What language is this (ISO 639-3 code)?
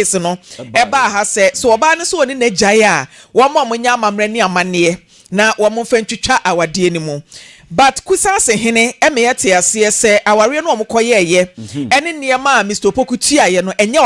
aka